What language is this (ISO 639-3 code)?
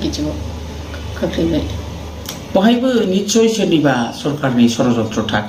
brx